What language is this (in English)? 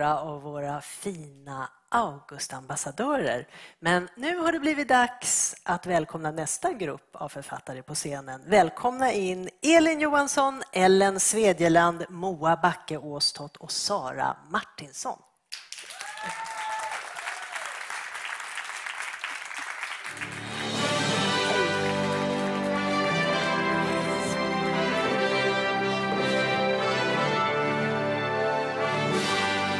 Swedish